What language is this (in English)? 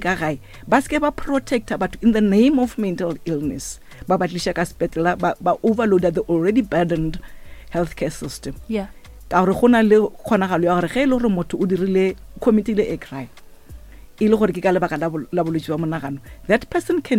Northern Sotho